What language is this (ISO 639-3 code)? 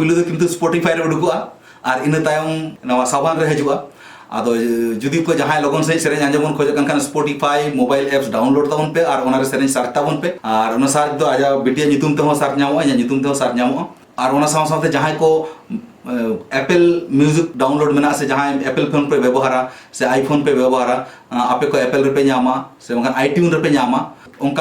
sat